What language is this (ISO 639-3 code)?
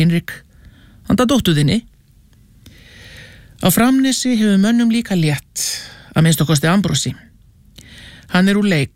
isl